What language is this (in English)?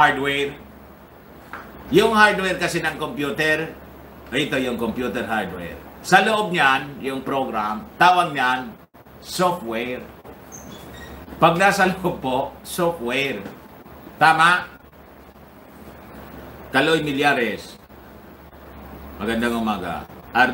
Filipino